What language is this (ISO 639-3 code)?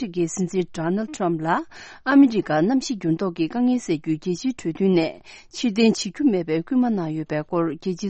bod